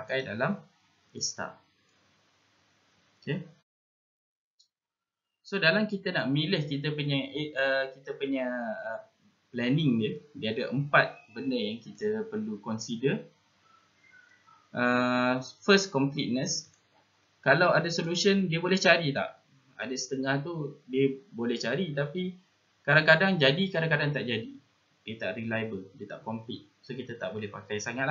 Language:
Malay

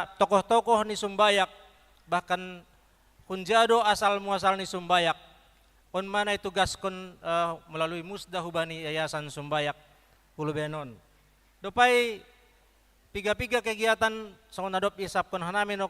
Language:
Batak Simalungun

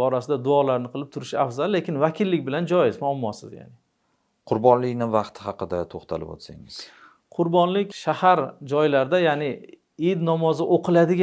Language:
Uzbek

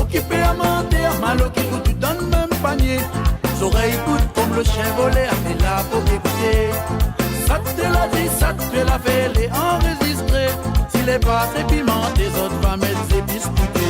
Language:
Réunion Creole French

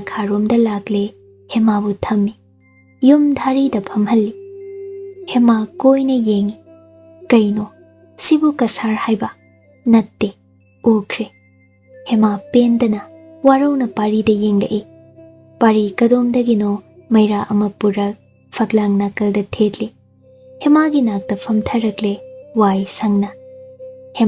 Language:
Manipuri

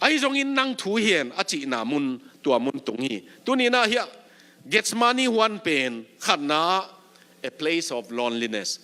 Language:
Tedim Chin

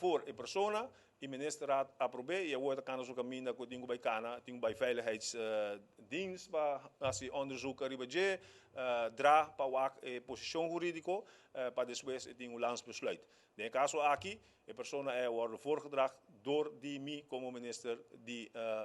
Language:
Papiamento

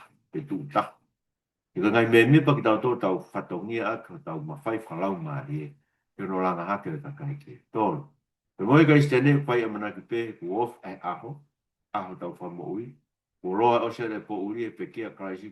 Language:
Tongan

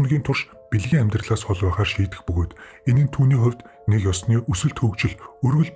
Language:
Mongolian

